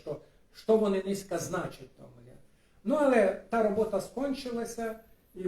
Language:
Rusyn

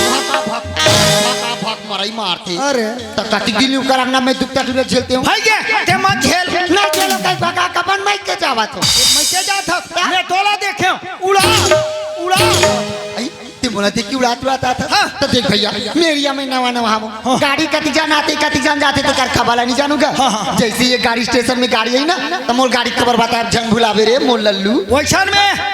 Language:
Chhattisgarhi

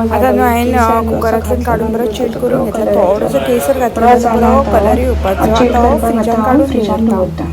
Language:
Konkani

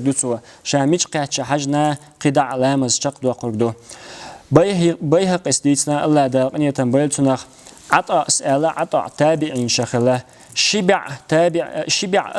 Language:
Chechen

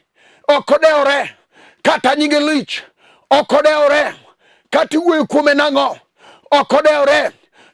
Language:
Luo (Kenya and Tanzania)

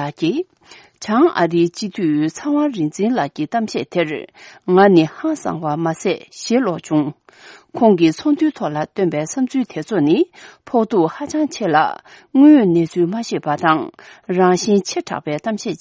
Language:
Tibetan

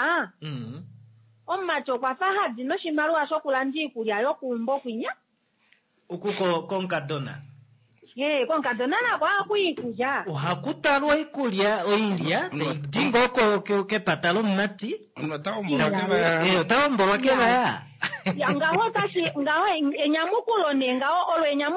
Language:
Kuanyama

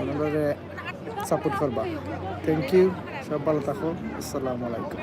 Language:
Sylheti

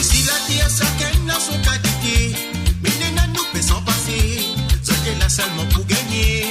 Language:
Morisyen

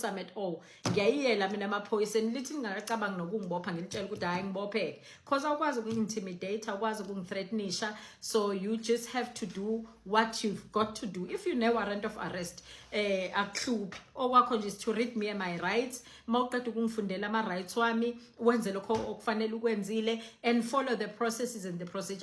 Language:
Zulu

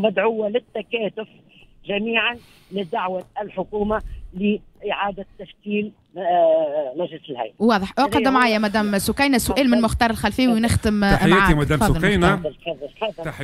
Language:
Tunisian Arabic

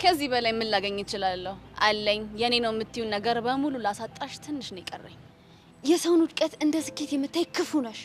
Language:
Amharic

